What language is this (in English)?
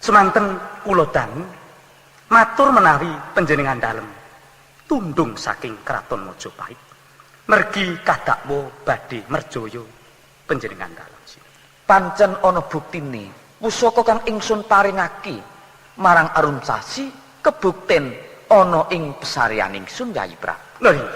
Javanese